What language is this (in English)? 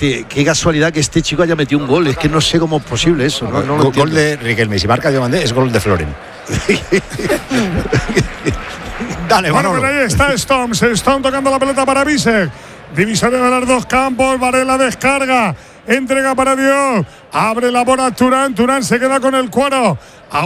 Spanish